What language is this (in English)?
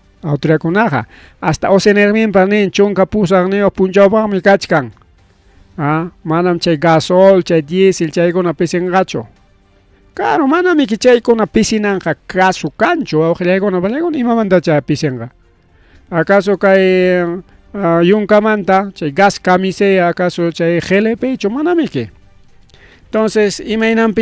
Ayacucho Quechua